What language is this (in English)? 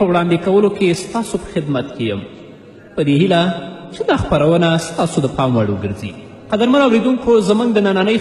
Pashto